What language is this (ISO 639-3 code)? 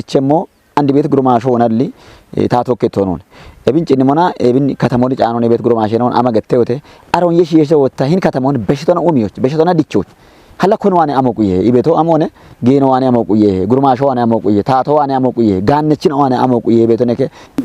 kbr